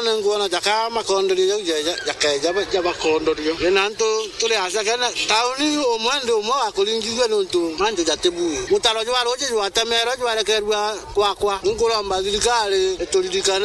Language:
Meru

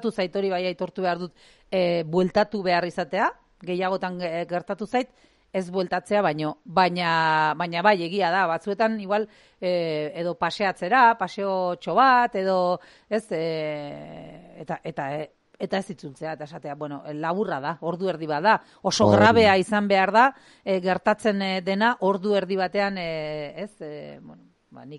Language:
Basque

